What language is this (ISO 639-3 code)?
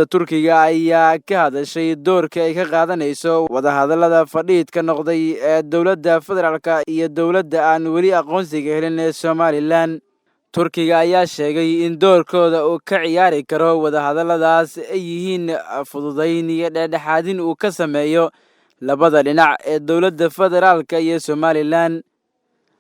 som